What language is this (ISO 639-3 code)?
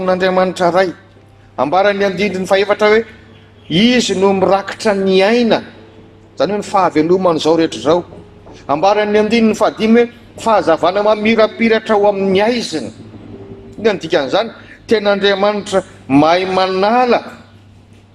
mlg